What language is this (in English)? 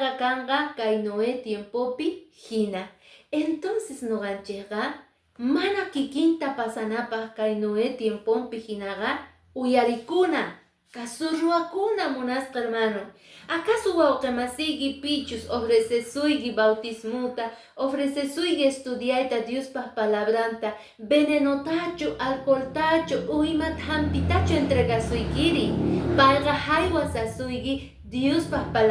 Quechua